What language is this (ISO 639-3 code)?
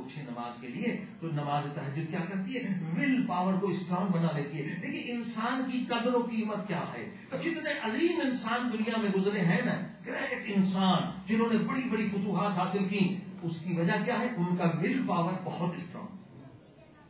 urd